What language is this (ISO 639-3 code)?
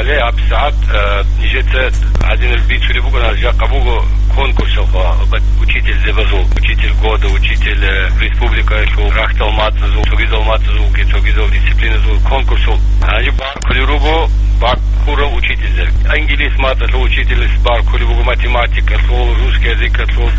ava